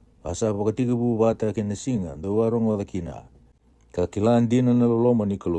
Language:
Fijian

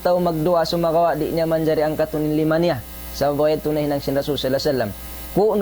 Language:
Tausug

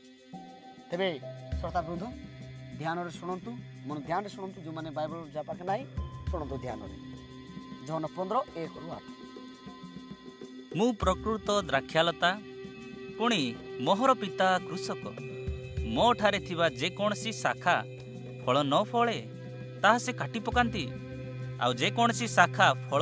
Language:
Odia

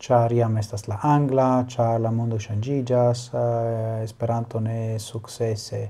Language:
Esperanto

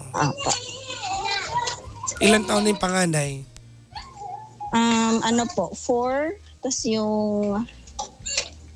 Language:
Filipino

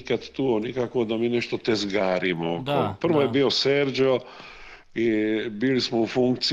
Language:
Croatian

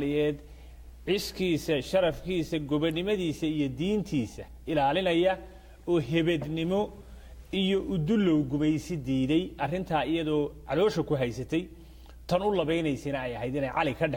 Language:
Somali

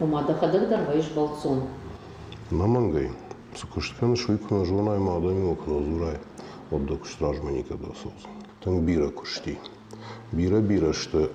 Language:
Ossetic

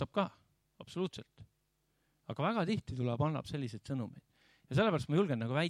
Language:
Estonian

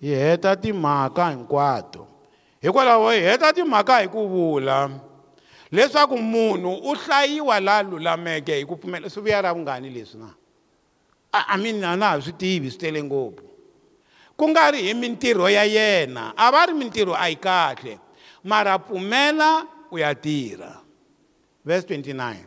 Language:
Tsonga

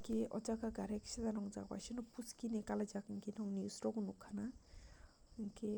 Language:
Kok Borok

